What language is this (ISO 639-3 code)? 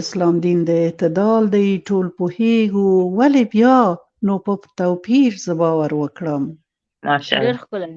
pus